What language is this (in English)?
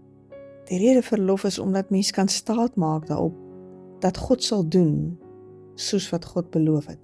Afrikaans